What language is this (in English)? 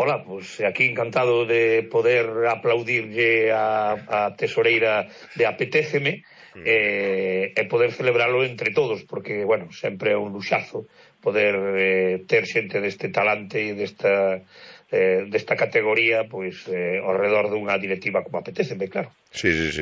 Galician